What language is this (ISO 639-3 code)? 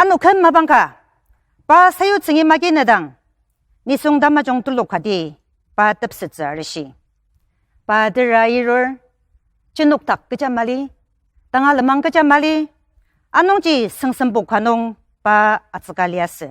njo